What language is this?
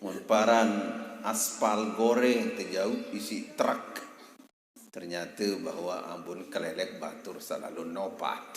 Sasak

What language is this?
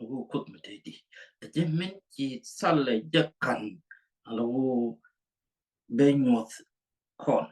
Nuer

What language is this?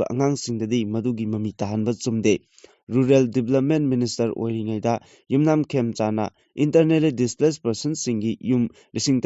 Manipuri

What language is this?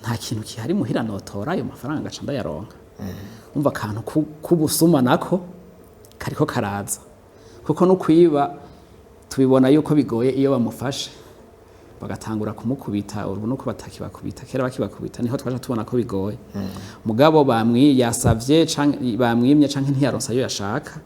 Rundi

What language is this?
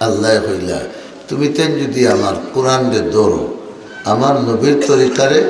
Sylheti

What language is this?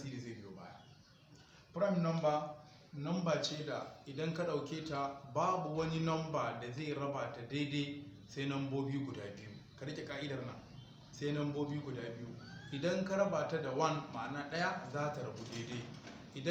Hausa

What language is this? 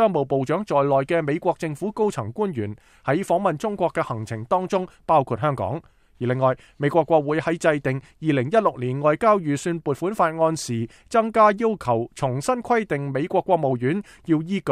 Cantonese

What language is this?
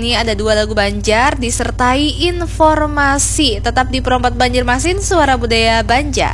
Banjar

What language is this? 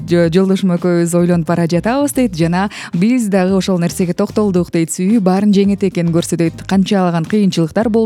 Kyrgyz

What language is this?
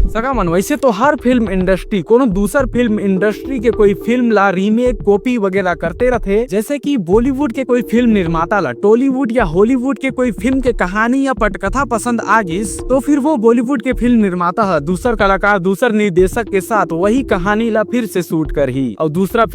Chhattisgarhi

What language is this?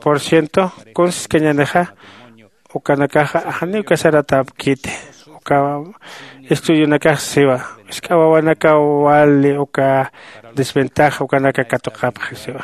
Aymara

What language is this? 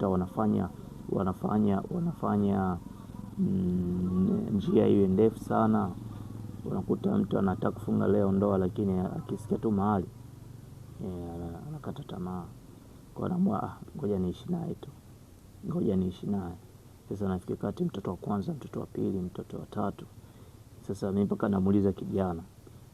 Swahili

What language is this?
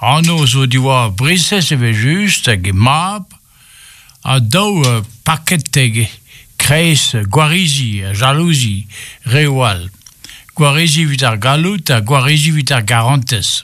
Breton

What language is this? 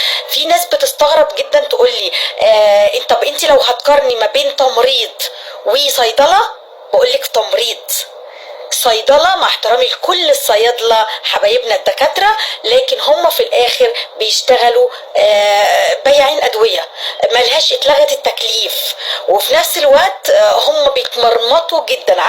Egyptian Arabic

